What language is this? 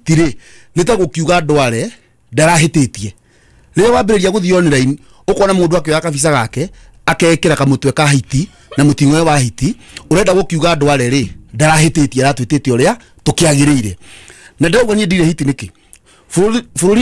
Kikuyu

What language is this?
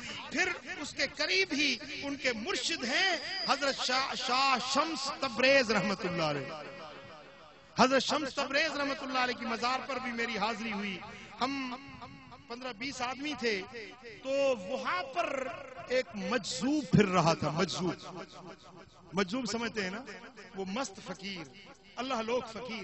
Urdu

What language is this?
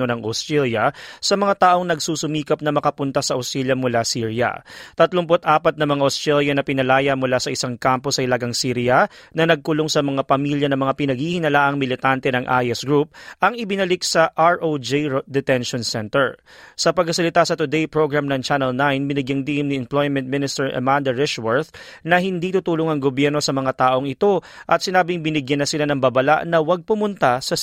Filipino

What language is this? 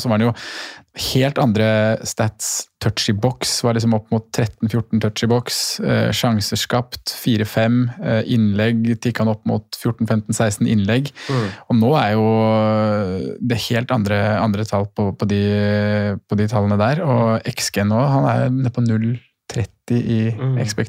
Norwegian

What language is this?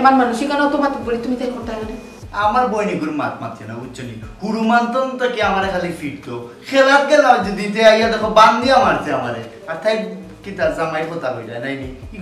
Sylheti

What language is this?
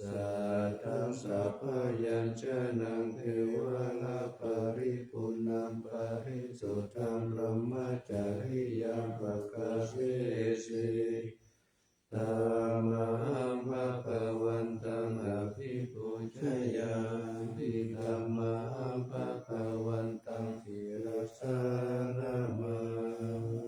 Pali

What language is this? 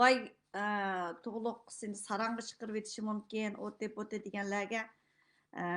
Uyghur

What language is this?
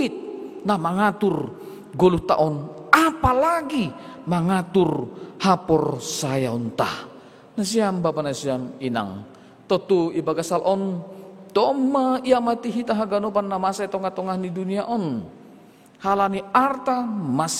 Batak Simalungun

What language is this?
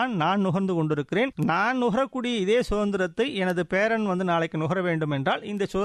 Tamil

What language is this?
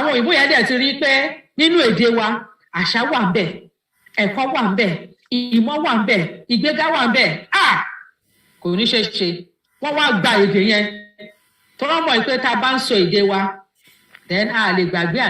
Yoruba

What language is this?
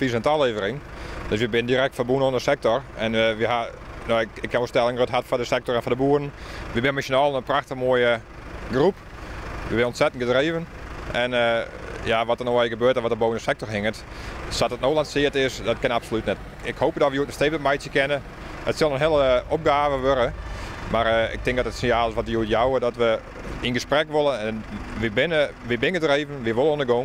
Western Frisian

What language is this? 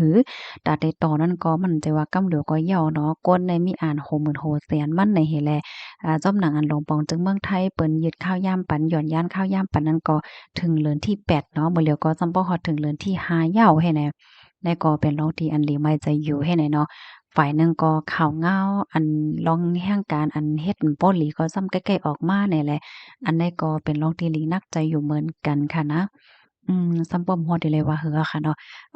Shan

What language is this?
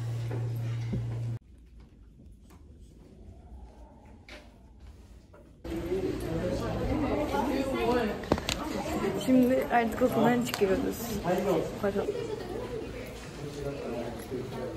Turkish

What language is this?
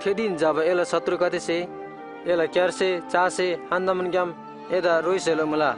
Eastern Tamang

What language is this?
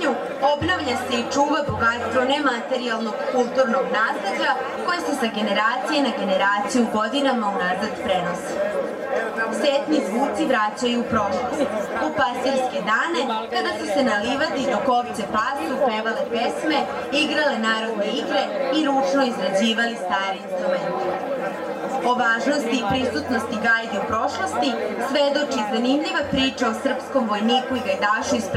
Serbian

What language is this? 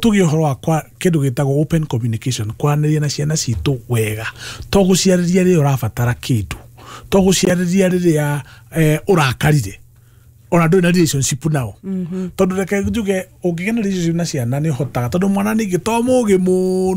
Kikuyu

